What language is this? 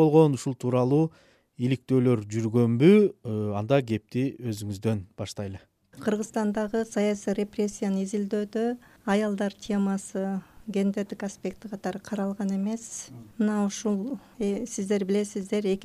Kyrgyz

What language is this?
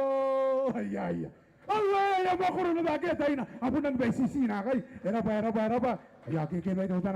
Gilbertese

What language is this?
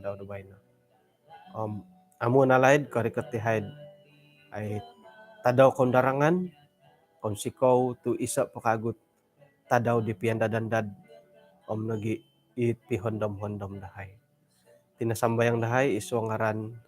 Central Dusun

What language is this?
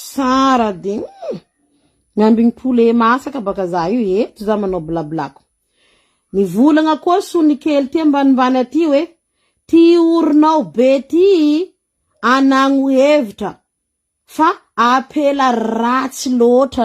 Malagasy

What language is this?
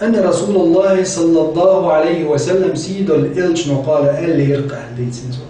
Chechen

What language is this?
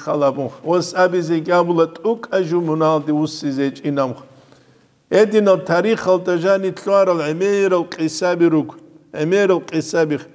Avaric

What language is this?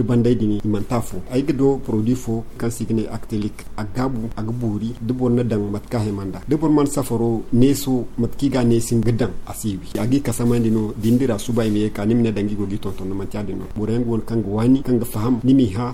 Zarma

